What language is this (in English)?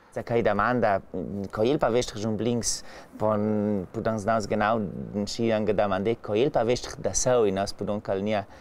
Ladin